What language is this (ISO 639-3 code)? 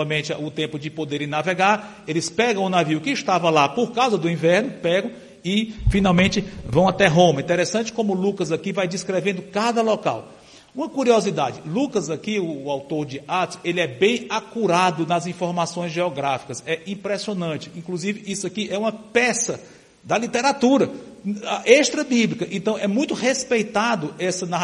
por